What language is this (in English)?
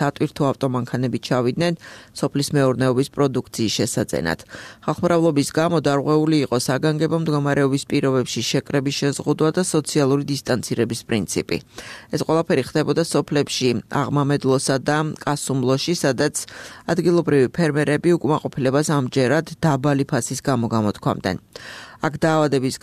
Georgian